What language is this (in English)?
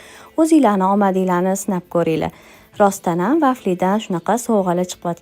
Uzbek